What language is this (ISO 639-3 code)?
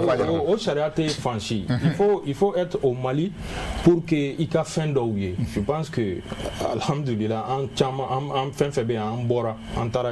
bam